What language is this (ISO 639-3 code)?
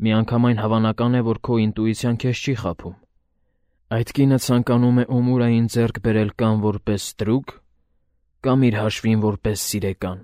hye